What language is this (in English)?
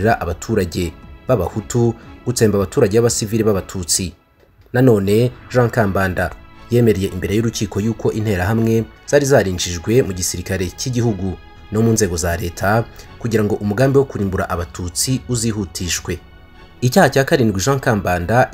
Kinyarwanda